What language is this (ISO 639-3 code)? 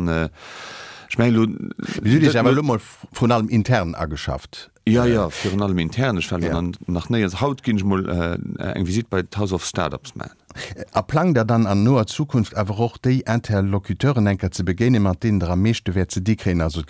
ltz